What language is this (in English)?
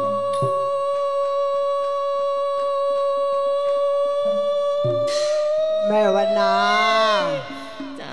Thai